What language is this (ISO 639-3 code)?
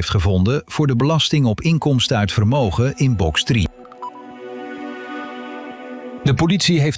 nld